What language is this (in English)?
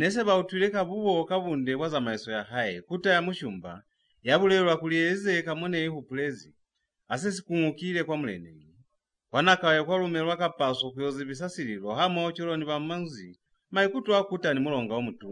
Lozi